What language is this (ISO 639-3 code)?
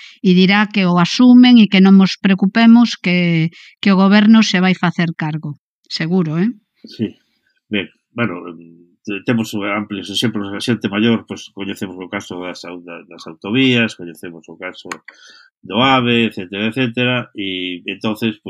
glg